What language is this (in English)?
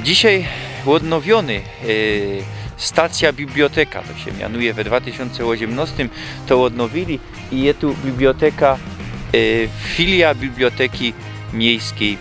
Silesian